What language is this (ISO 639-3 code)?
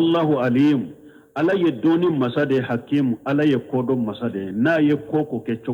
bam